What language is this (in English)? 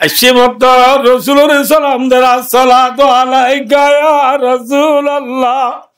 Rohingya